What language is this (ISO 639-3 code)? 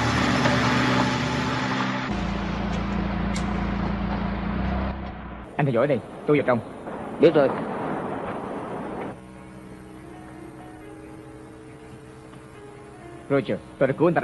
vie